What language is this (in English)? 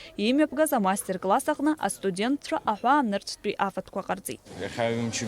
Abkhazian